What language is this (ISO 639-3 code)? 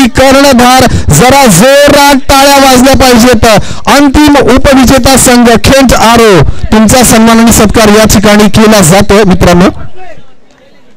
mar